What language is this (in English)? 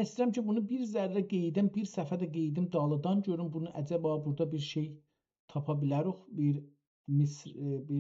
South Azerbaijani